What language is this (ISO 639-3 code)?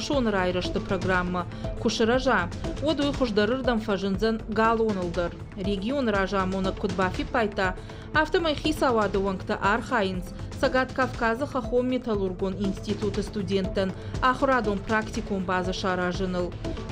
oss